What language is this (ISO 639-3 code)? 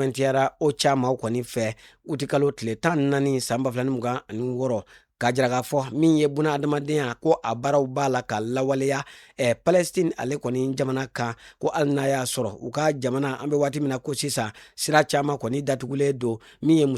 bam